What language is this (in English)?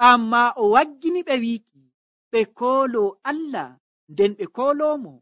Nigerian Fulfulde